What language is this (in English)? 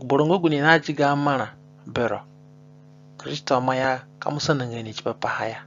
Zande (individual language)